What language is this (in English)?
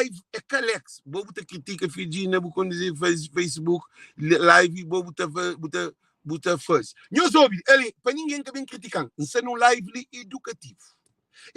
Kabuverdianu